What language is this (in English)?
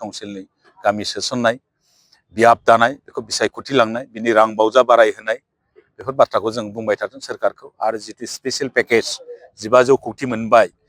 Bodo